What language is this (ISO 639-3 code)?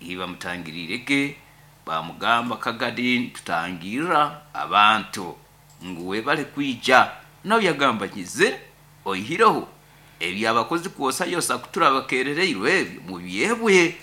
nyo